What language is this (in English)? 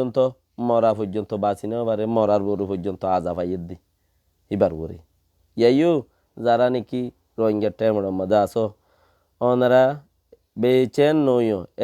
Rohingya